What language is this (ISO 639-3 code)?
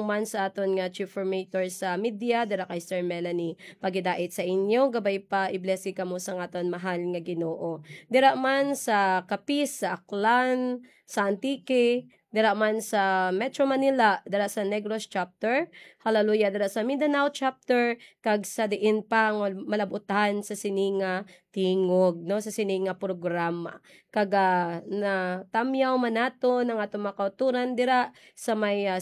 hil